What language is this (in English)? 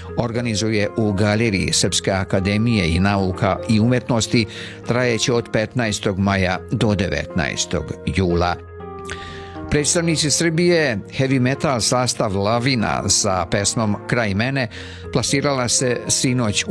Serbian